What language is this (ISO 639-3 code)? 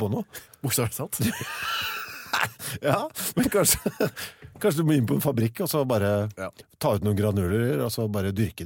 nor